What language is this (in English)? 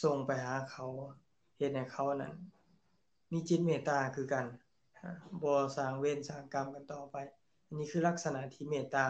Lao